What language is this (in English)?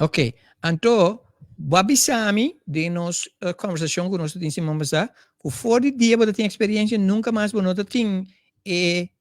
Papiamento